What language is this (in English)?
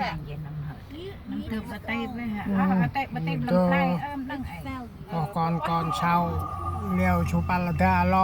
Central Mnong